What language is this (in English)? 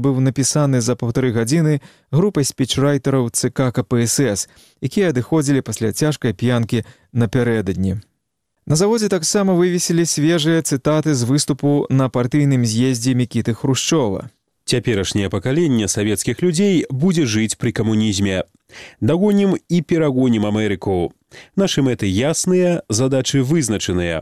Belarusian